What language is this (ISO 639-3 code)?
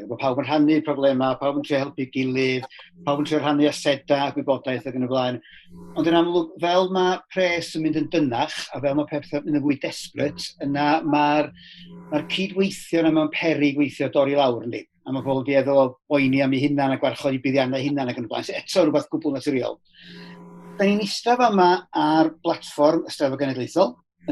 cym